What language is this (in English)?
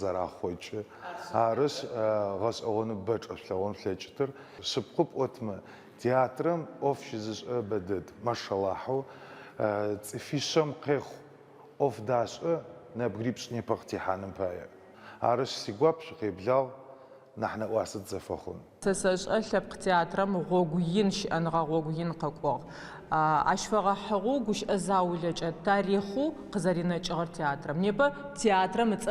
Adyghe